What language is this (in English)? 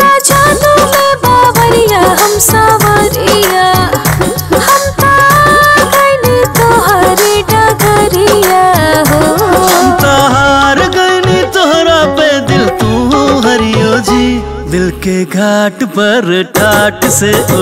Bhojpuri